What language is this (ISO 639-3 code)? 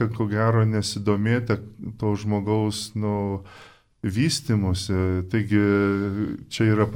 lit